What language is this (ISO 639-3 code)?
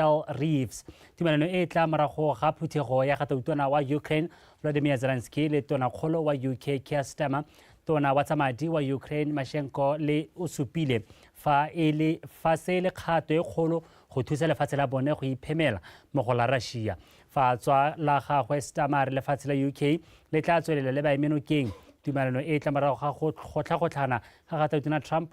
tsn